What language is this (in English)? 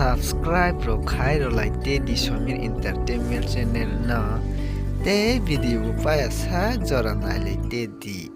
Kok Borok